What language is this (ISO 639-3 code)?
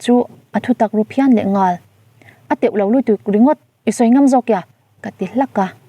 lus